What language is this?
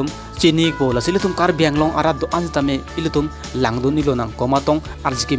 Karbi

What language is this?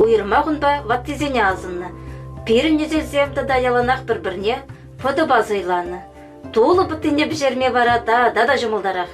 Chuvash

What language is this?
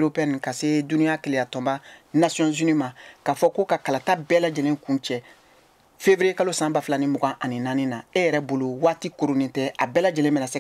Bambara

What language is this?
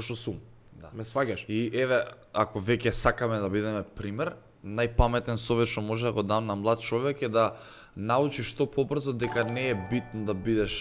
Macedonian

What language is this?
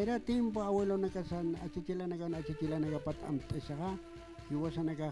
Aymara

